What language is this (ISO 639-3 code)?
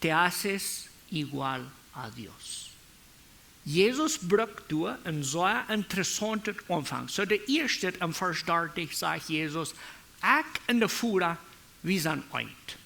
pdt